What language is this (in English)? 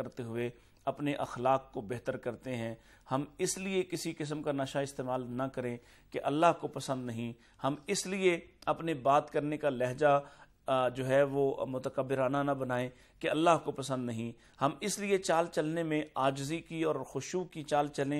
Urdu